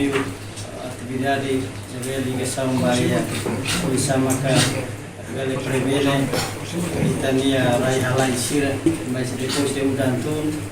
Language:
Tetum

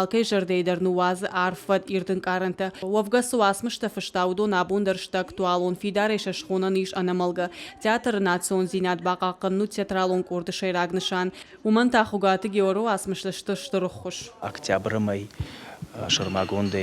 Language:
Ossetic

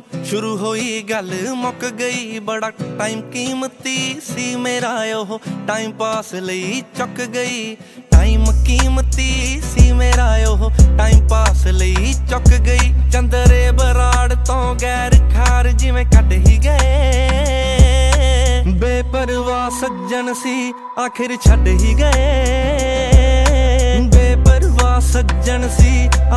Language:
Punjabi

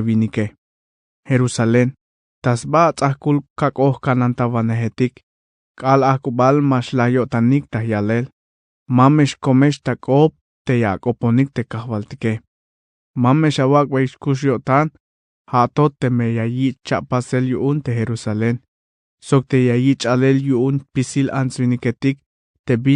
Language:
Tzeltal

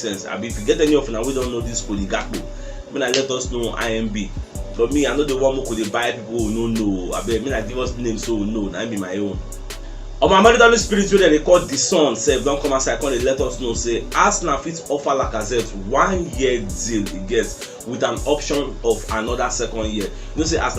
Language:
Nigerian Pidgin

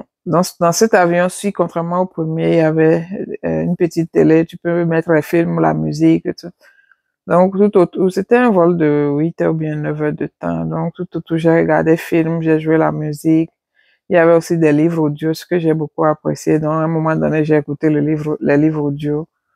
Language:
French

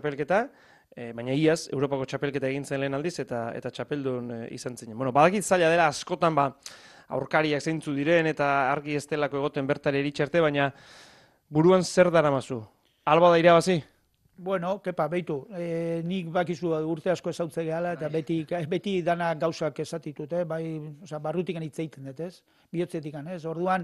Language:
Basque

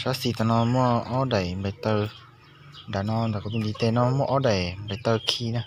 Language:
Hmong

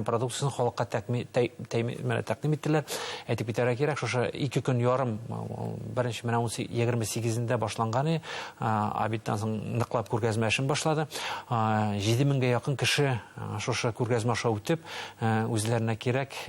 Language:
Bashkir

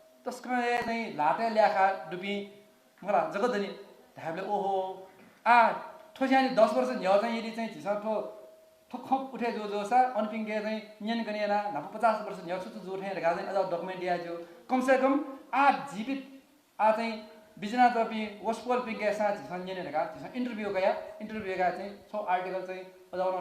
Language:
Newari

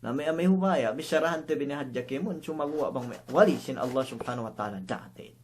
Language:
Yakan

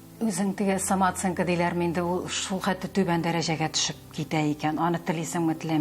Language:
Tatar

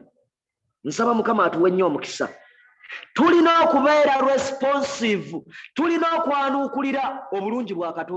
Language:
Ganda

